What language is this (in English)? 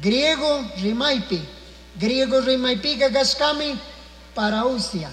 Chimborazo Highland Quichua